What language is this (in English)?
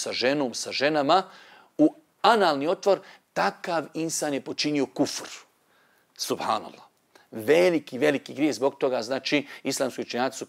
Bosnian